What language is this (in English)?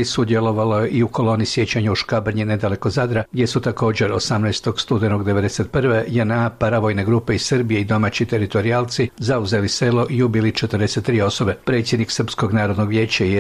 Croatian